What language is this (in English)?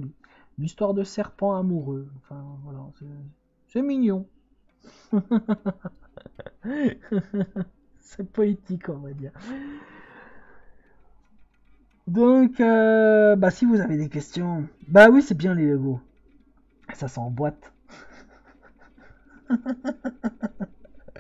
French